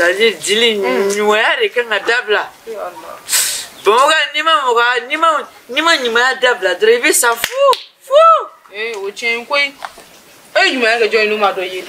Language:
Bambara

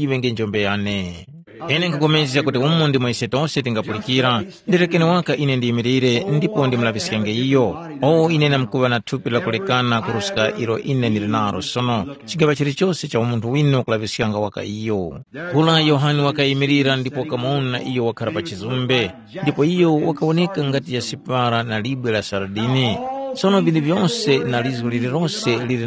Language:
Tumbuka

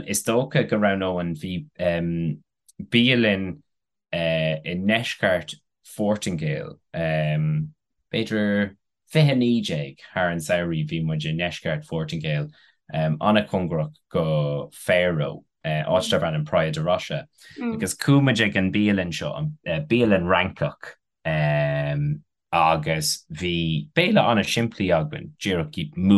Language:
Irish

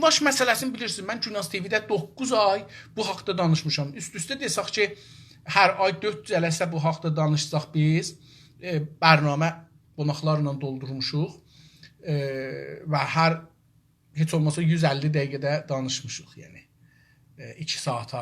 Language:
South Azerbaijani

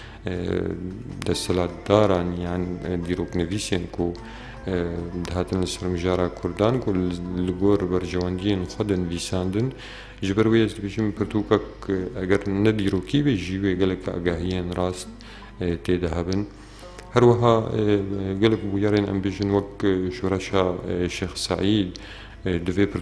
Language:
Kurdish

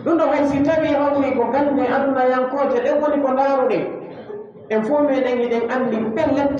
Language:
Pular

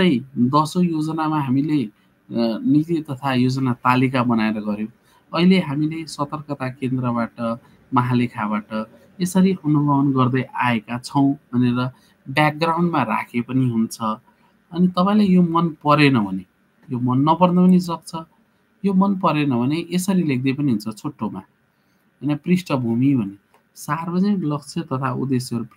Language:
Nepali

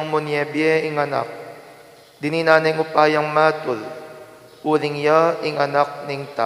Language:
Pampanga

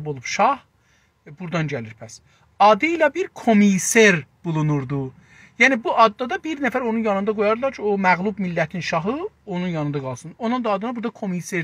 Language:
South Azerbaijani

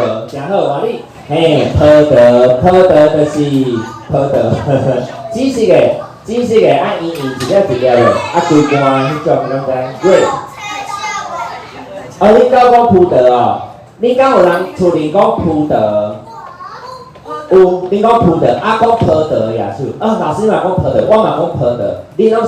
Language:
Min Nan Chinese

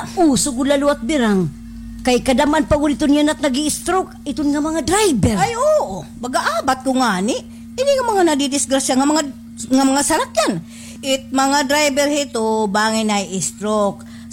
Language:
Waray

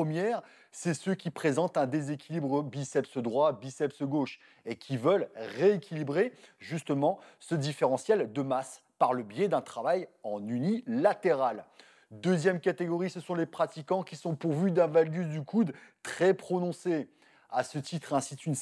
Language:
French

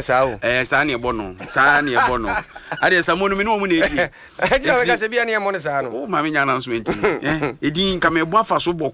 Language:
Akan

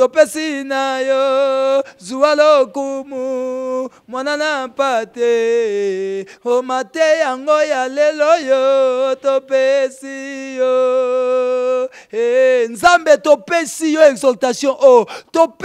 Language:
Lingala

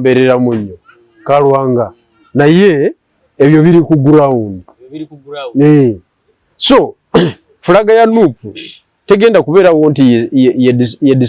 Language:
Ganda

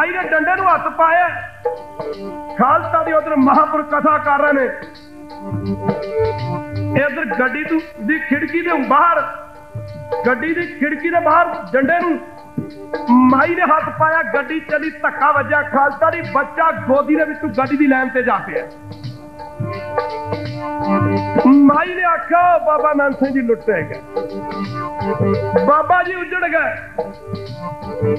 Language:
Punjabi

